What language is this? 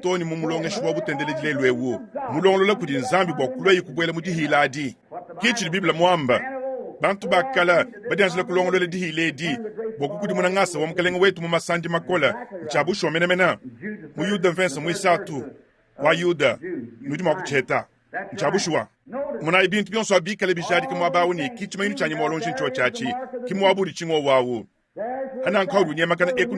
Luba-Lulua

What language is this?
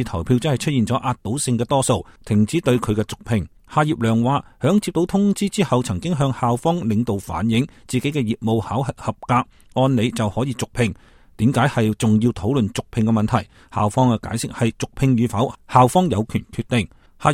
Cantonese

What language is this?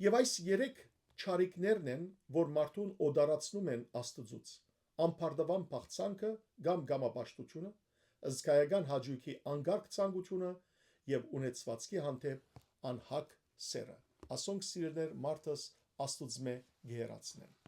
Western Armenian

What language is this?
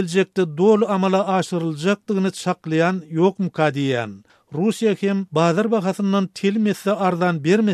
Turkmen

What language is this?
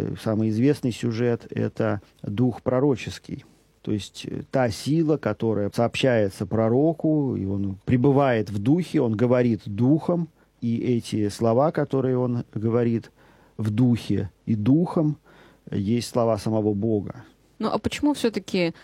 Russian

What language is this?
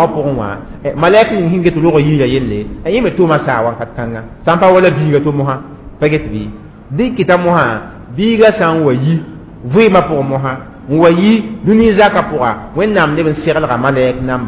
Mossi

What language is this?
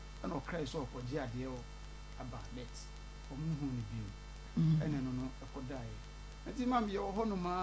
Akan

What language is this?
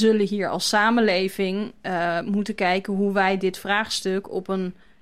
Dutch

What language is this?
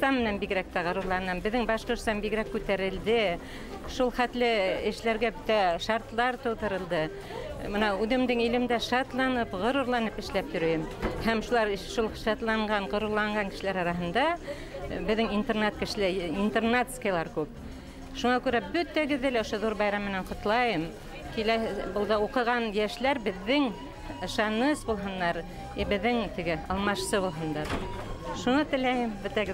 Bashkir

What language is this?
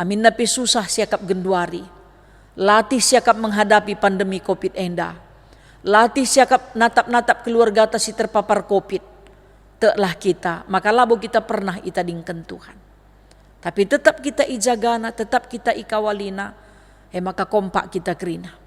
Batak Karo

